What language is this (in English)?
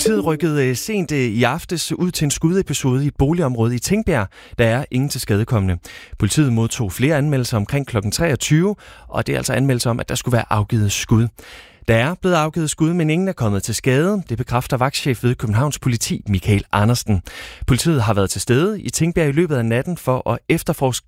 Danish